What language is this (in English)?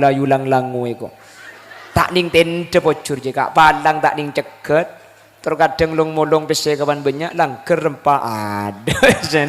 Madurese